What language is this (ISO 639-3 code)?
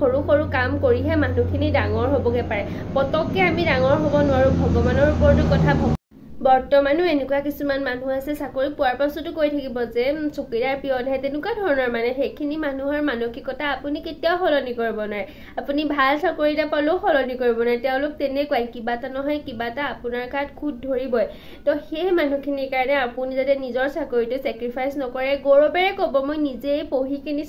asm